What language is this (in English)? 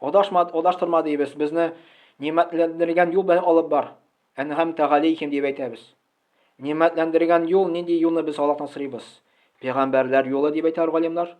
Tatar